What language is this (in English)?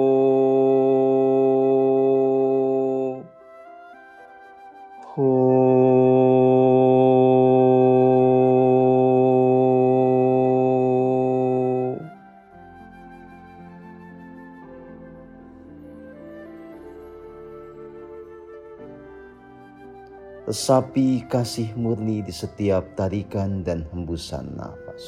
Indonesian